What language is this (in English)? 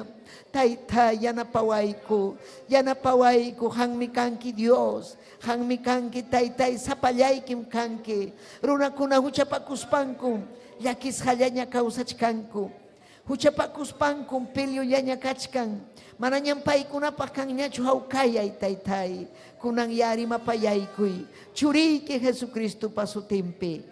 Ayacucho Quechua